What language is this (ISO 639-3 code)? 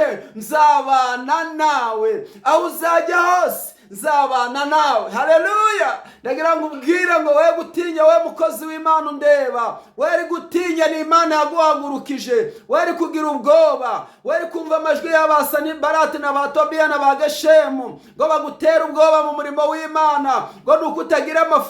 kin